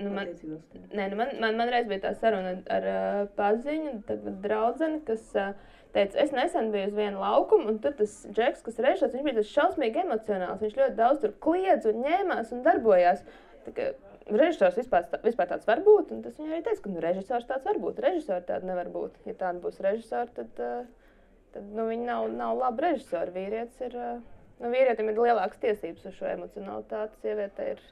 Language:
Latvian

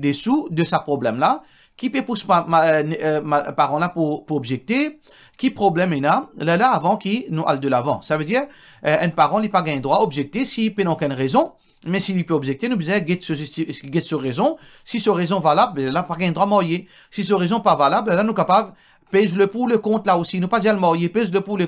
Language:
Morisyen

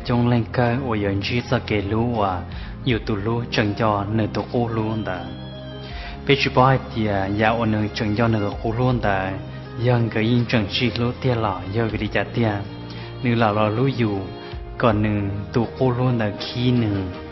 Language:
Hmong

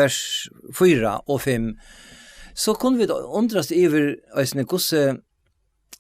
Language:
Faroese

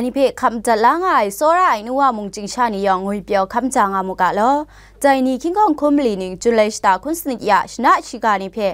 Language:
Kachin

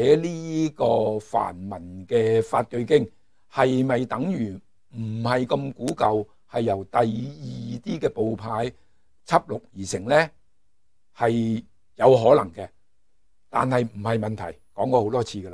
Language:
Cantonese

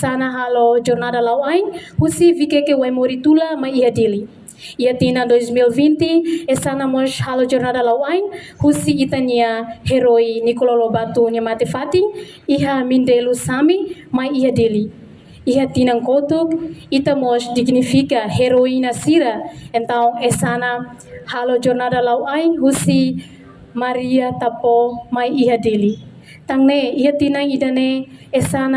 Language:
Tetum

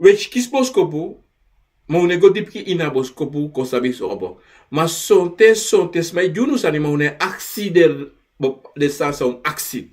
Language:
Sranan Tongo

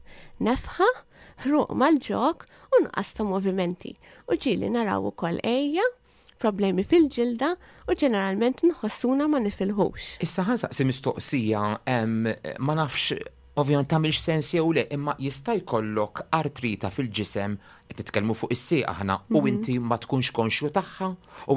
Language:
Maltese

